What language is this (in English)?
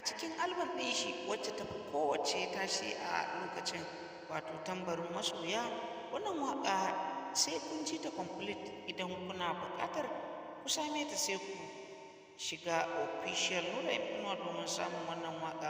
Hausa